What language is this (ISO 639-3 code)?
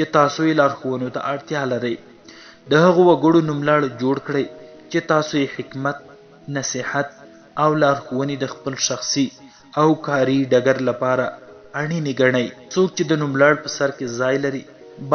pus